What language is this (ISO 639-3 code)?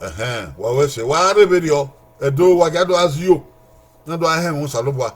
bin